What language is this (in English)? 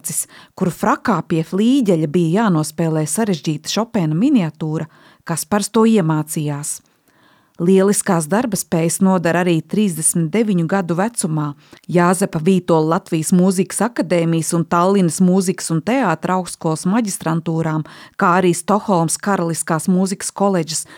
Latvian